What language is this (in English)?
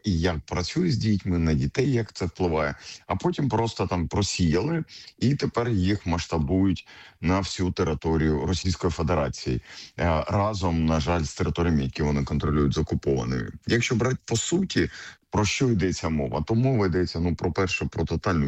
Ukrainian